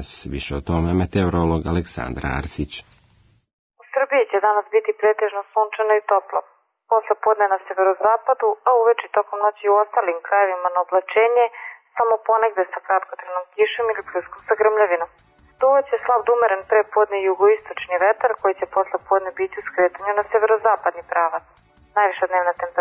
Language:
Serbian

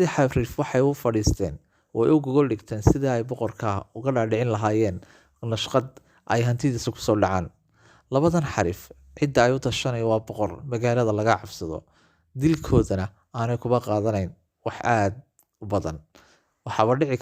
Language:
Somali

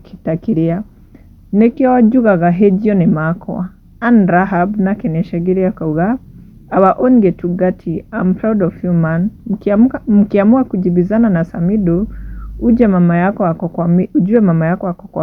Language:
Kikuyu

